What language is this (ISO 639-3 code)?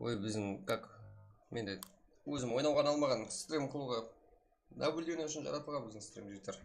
kaa